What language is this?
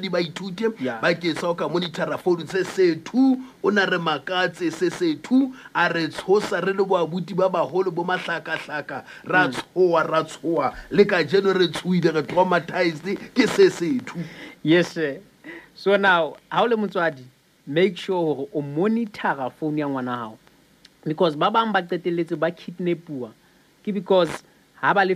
Southern Sotho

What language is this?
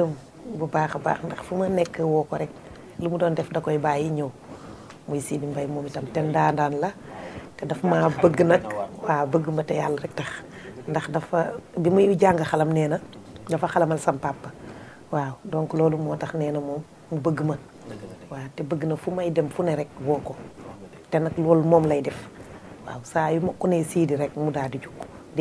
Wolof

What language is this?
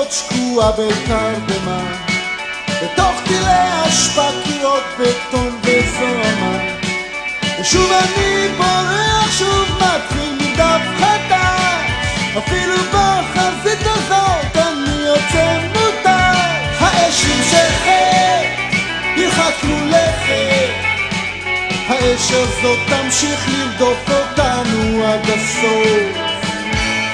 Hebrew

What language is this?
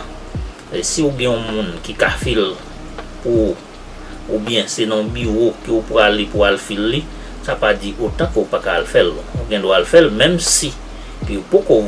Haitian Creole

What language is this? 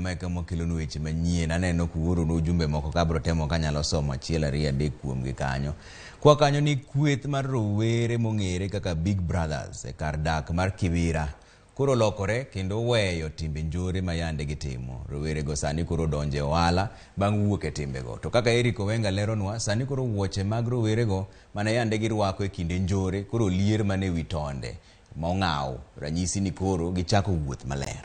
Luo (Kenya and Tanzania)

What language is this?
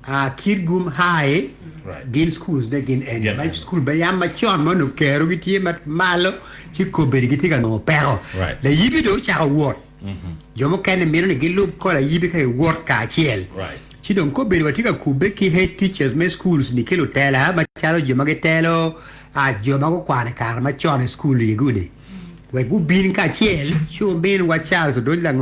Acoli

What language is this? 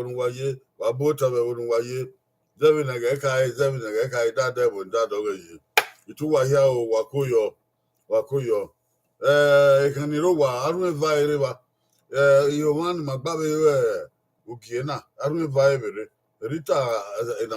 Bini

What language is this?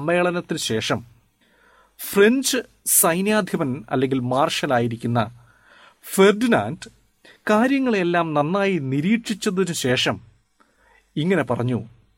Malayalam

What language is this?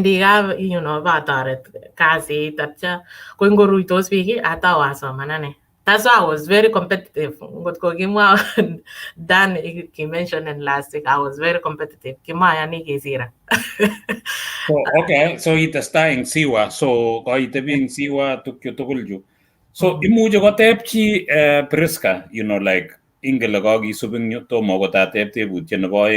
Kalenjin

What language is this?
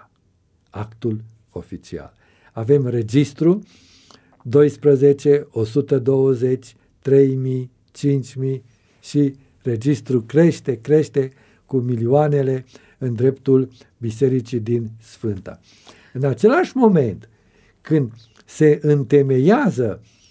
Romanian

